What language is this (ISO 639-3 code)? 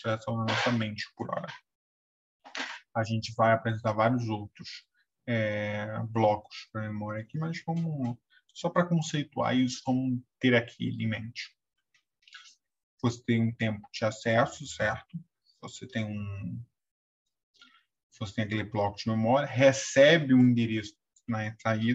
por